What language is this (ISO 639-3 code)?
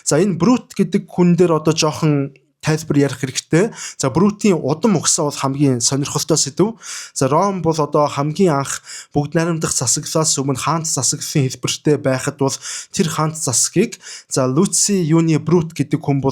mon